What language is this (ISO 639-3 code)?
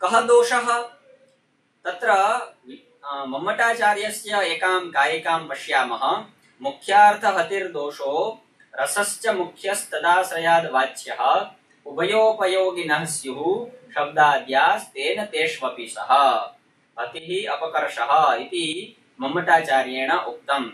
san